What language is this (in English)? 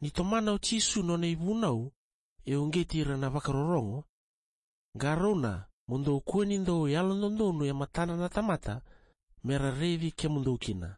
Fijian